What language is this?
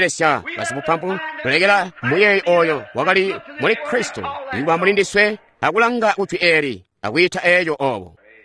Tonga (Zambia)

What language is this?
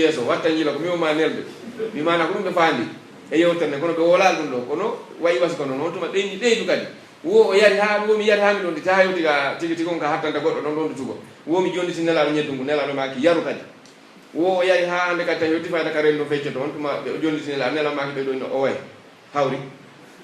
Pular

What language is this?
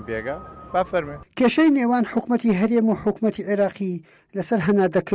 Central Kurdish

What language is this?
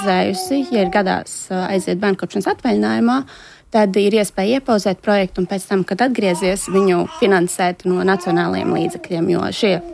Latvian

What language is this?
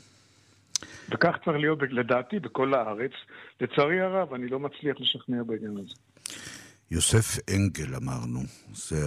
Hebrew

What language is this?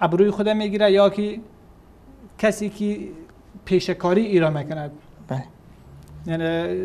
Persian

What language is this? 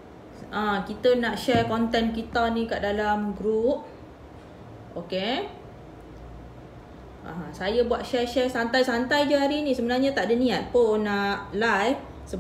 Malay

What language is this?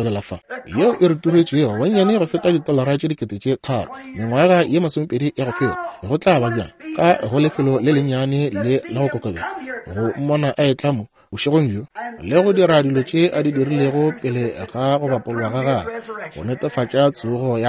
Northern Sotho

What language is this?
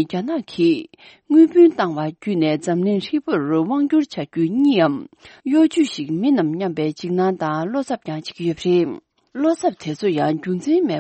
Tibetan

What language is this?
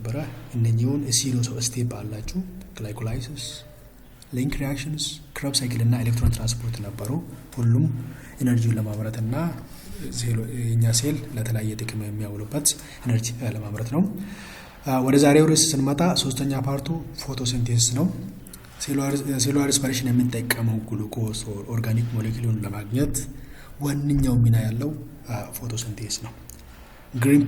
Amharic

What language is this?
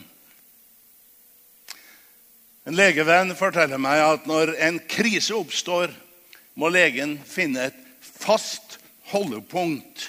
Norwegian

